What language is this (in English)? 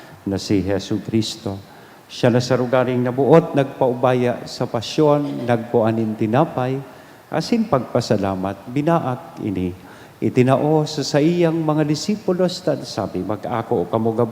Bikol